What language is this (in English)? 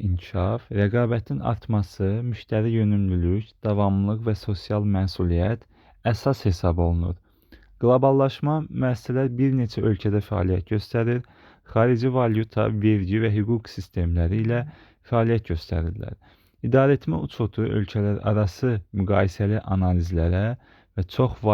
Azerbaijani